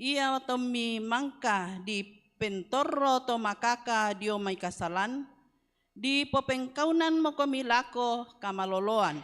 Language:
Toraja-Sa'dan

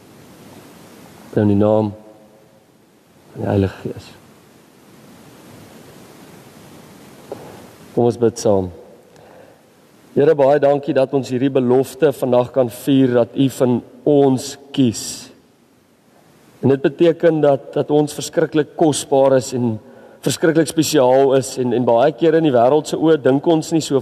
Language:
Afrikaans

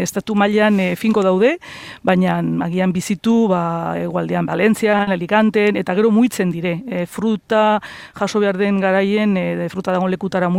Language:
Basque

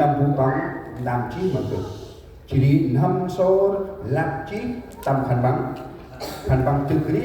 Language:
Central Mnong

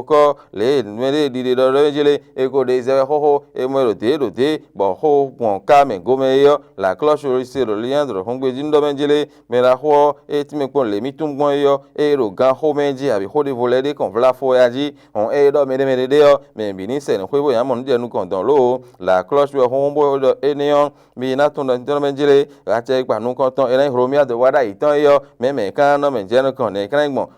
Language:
Fon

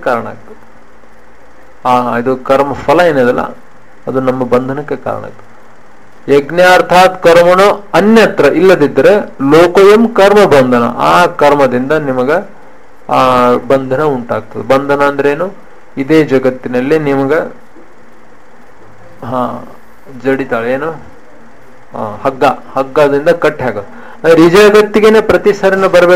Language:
Kannada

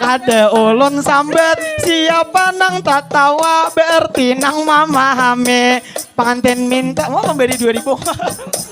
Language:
Banjar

